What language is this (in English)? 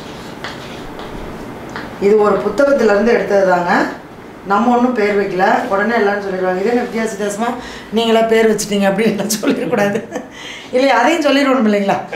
Tamil